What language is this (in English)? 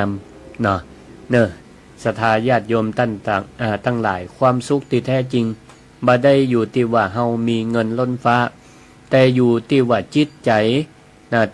Northern Thai